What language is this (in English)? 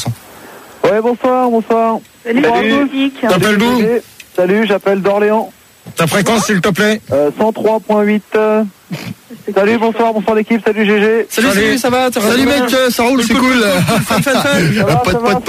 French